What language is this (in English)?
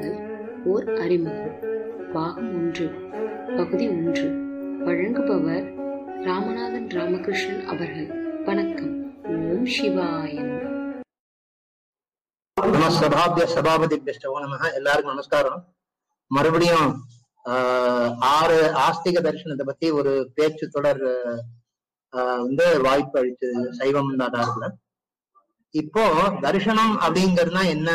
Tamil